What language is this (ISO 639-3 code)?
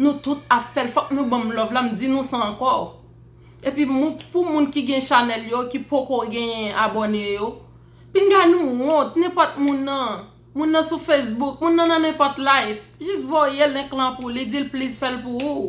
hat